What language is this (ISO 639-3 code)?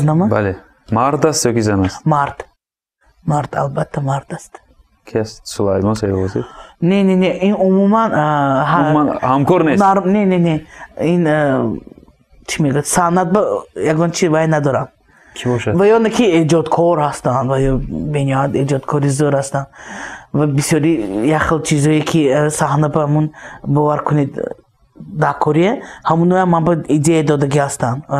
tgk